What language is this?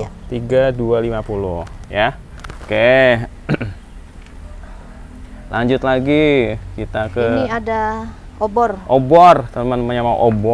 Indonesian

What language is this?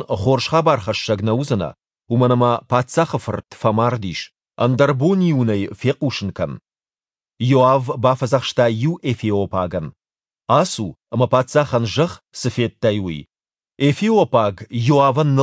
Ossetic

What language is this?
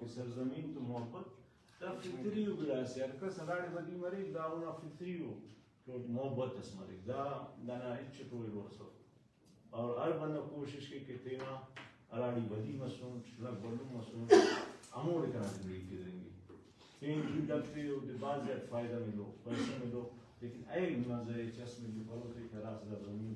Brahui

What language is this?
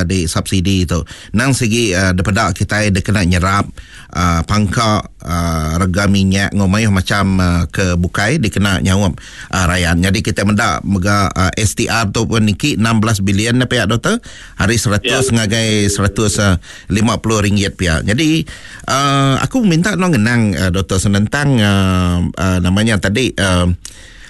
Iban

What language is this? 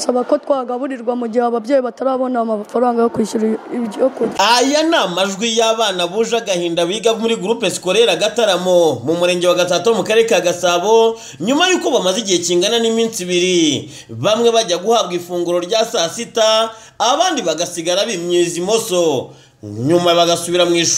Kinyarwanda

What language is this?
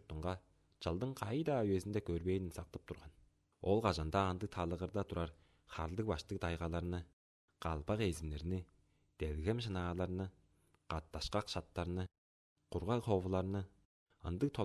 Tuvinian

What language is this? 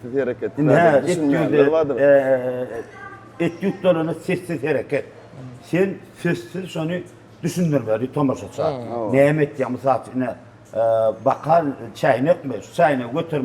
Turkmen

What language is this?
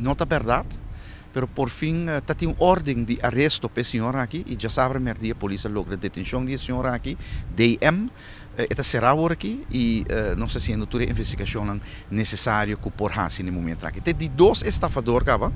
Papiamento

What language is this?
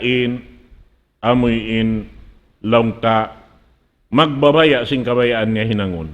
Tausug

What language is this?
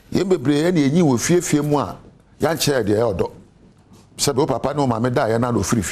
Akan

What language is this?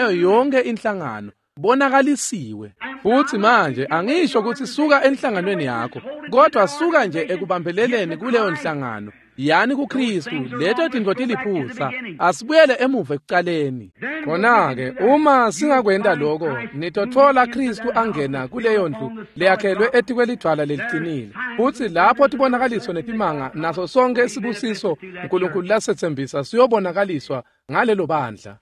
Swati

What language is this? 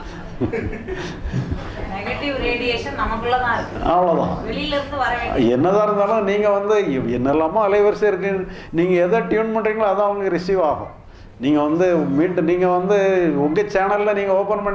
Tamil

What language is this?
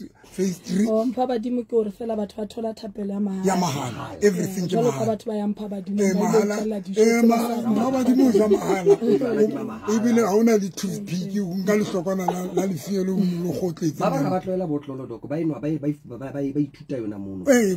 Southern Sotho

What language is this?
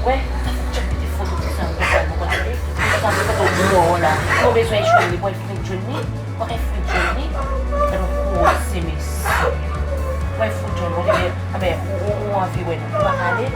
Haitian Creole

